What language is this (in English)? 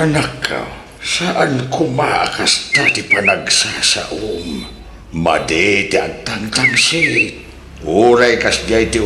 Iloko